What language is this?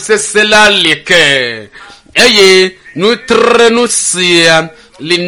Ewe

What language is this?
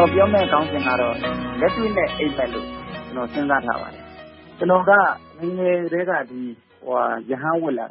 Burmese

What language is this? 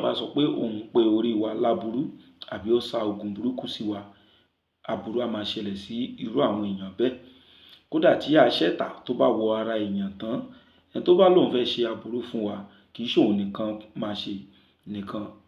Yoruba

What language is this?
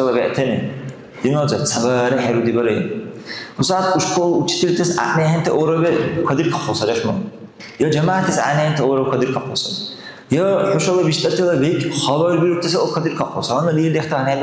Dargwa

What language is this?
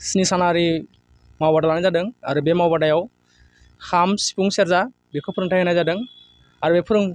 Bodo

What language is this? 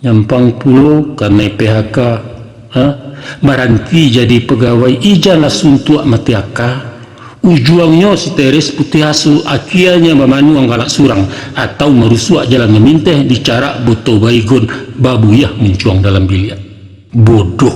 Minangkabau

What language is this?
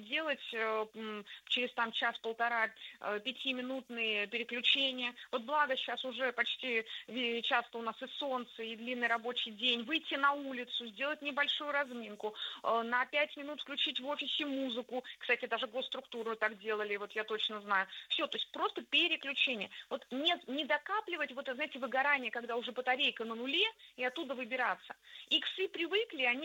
Russian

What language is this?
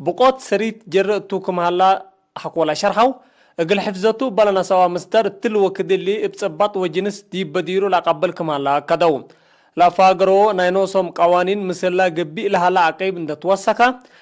Tigre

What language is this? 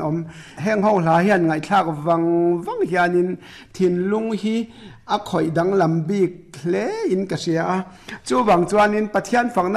Mizo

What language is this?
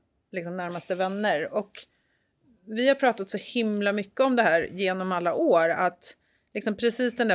Swedish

